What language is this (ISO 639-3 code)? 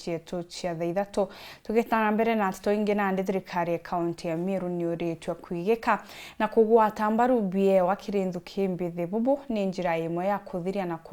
mer